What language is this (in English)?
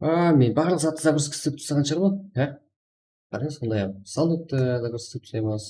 Kara-Kalpak